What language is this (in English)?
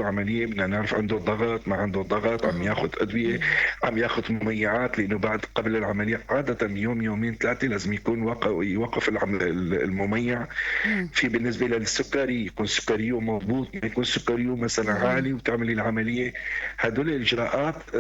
North Levantine Arabic